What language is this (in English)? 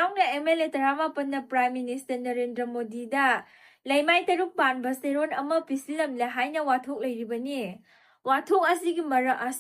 Manipuri